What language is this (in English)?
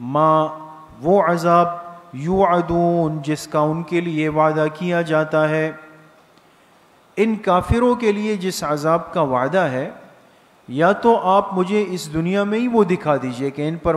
Urdu